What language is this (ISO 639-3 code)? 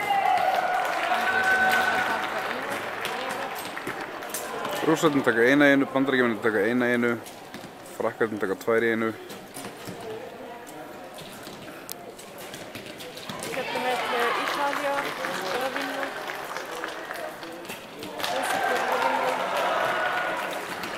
isl